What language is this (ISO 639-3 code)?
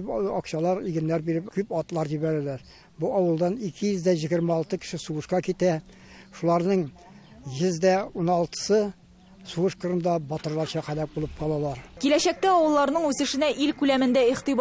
tat